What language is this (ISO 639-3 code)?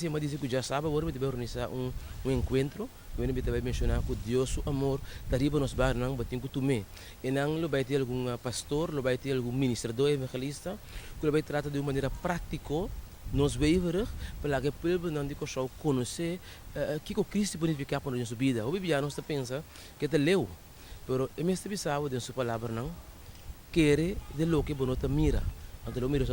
pap